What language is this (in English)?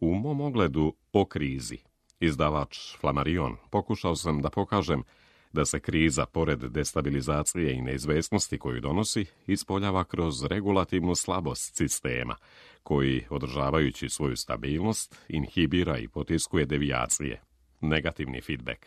Serbian